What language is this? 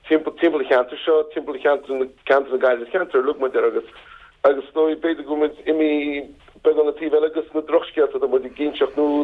Irish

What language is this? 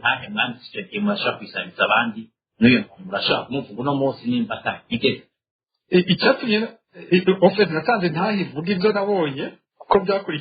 Rundi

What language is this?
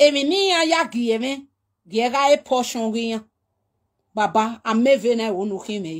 Nigerian Pidgin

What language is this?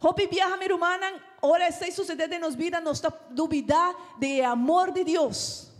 Papiamento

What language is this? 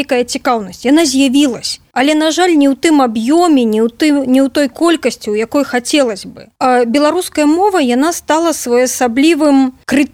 Belarusian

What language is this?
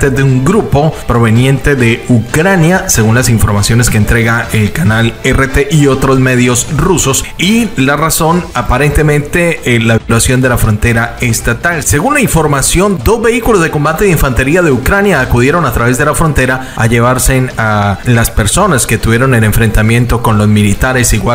Spanish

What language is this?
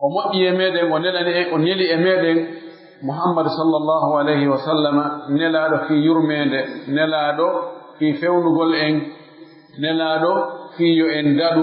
Pular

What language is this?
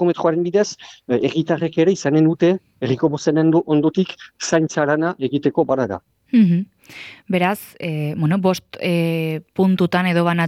Basque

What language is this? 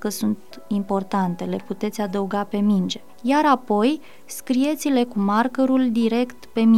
Romanian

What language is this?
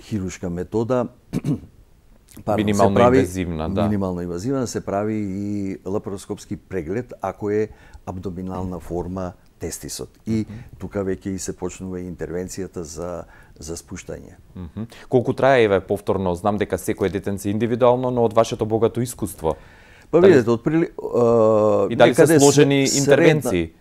Macedonian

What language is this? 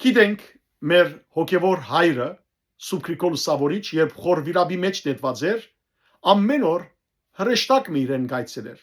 Western Armenian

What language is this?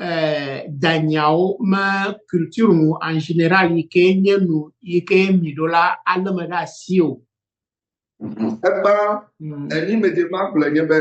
Ewe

